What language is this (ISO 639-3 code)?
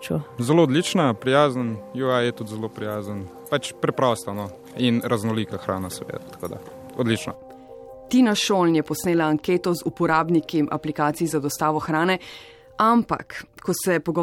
slv